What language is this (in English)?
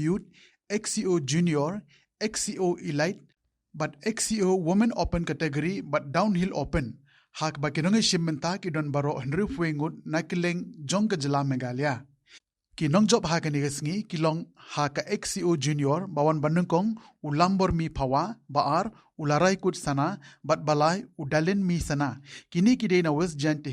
Khasi